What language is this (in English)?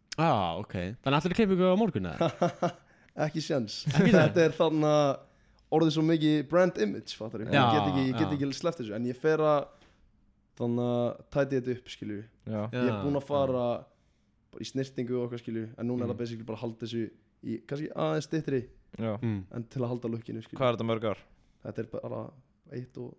Icelandic